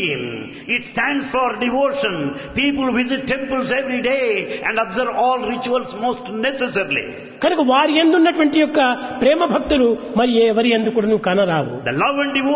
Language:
Telugu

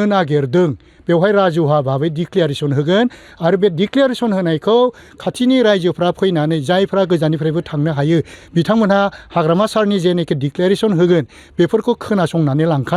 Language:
Bodo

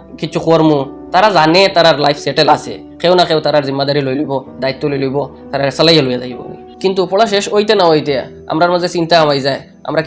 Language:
Sylheti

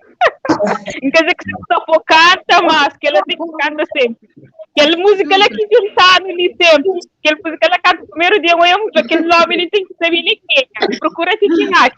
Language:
Kabuverdianu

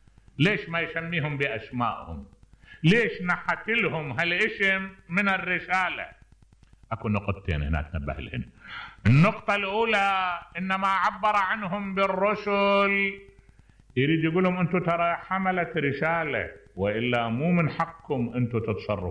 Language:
Mesopotamian Arabic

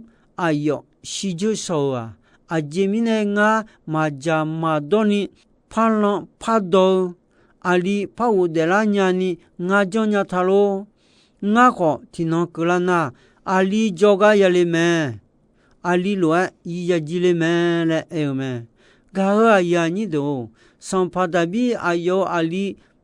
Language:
Akha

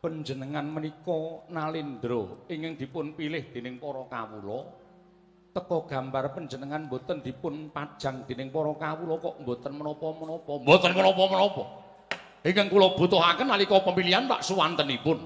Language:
Javanese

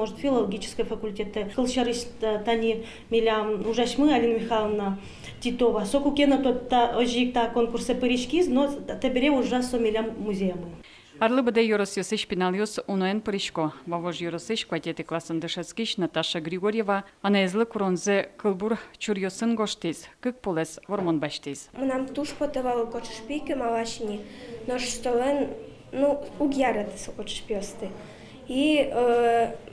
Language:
Udmurt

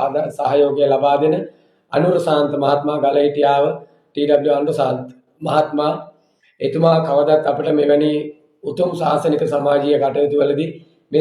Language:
Sinhala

